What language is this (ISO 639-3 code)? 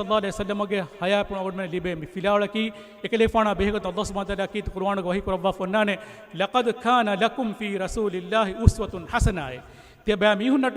div